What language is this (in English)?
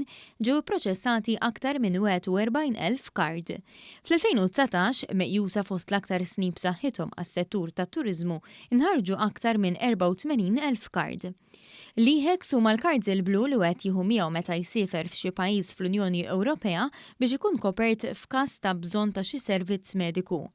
Maltese